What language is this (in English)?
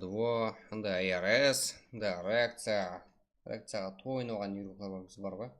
Kara-Kalpak